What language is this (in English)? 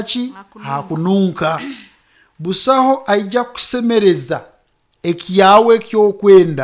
Nyoro